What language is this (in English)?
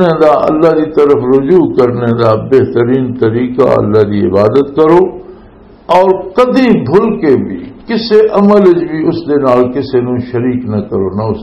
Western Panjabi